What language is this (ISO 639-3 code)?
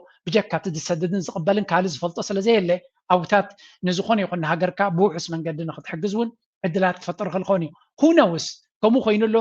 tir